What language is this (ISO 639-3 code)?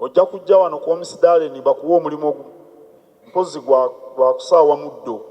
lug